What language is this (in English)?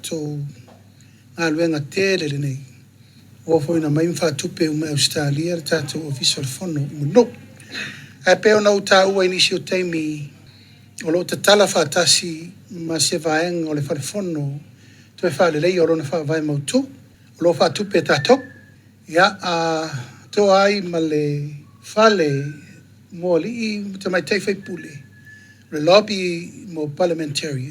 Samoan